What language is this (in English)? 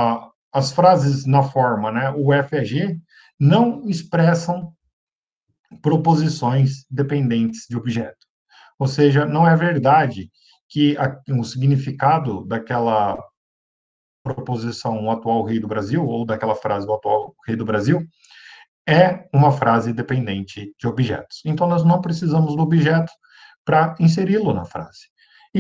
Portuguese